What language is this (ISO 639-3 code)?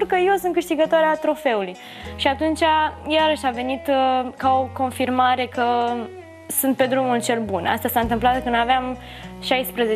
ron